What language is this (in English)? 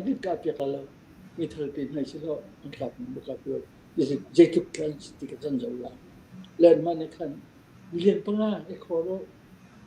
Falam Chin